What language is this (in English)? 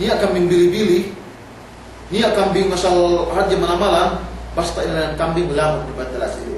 Yakan